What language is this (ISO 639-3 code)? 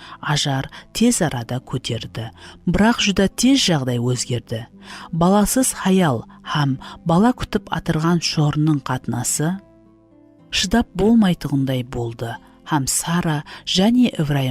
kaa